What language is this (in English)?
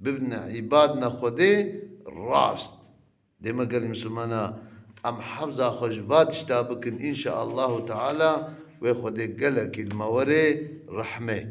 Kurdish